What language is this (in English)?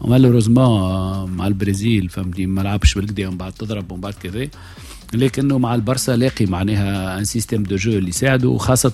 Tunisian Arabic